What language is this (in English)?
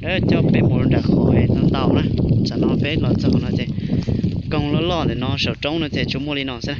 Hmong